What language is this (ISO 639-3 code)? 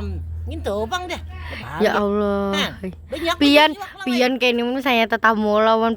bjn